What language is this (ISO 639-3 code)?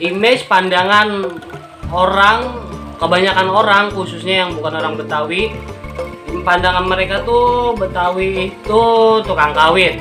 bew